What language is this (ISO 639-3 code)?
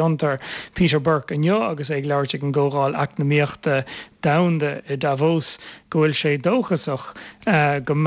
gle